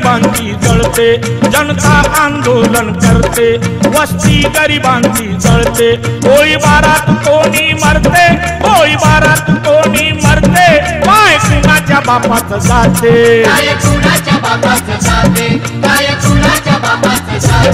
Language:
Marathi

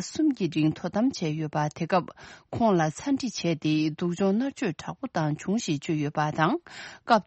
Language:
Tibetan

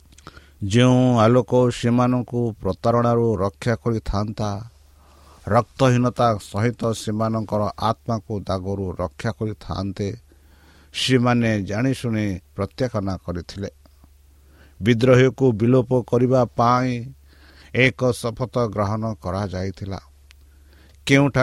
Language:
Odia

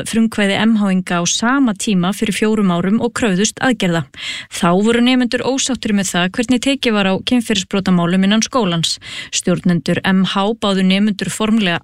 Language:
Icelandic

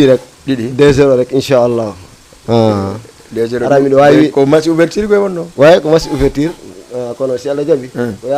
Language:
Fula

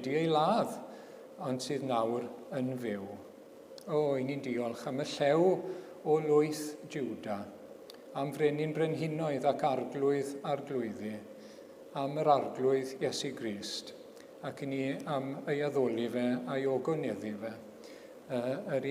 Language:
Welsh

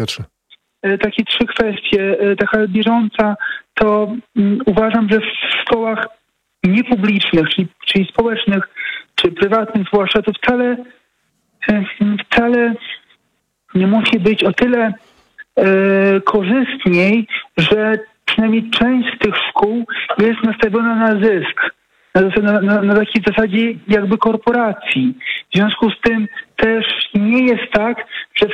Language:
Polish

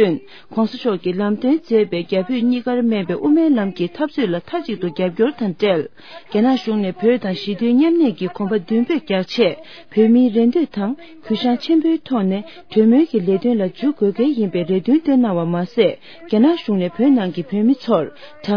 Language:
Tibetan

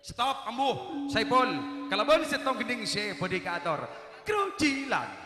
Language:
Madurese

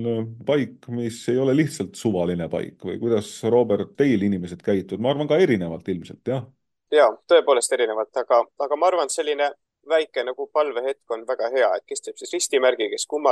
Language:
Estonian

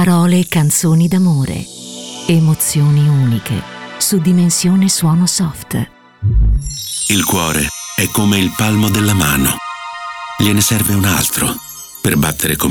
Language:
Italian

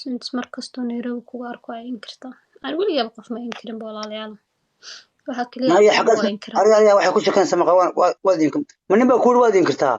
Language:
Somali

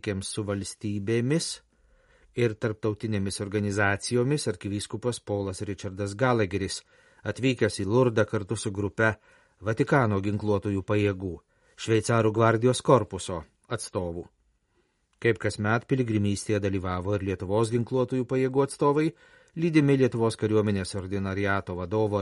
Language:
Lithuanian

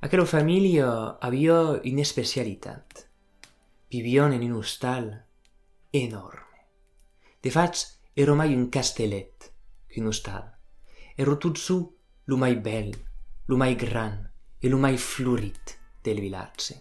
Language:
Occitan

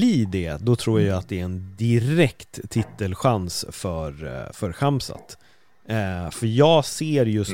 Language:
Swedish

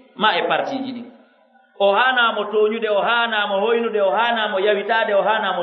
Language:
Pular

